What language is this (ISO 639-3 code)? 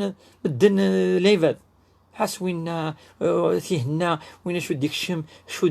kab